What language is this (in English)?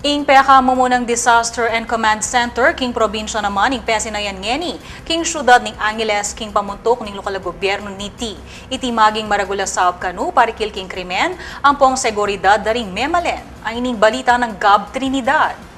Pampanga